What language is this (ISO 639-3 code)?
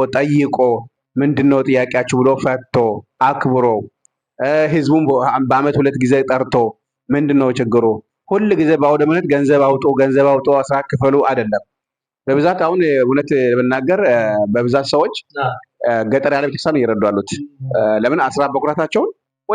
amh